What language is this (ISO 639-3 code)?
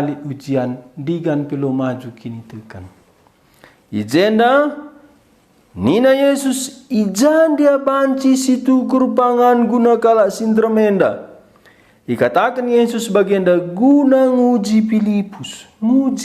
btx